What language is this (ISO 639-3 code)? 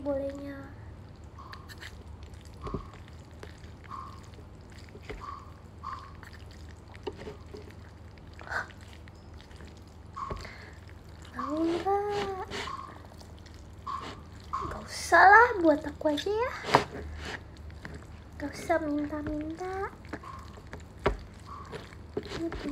ind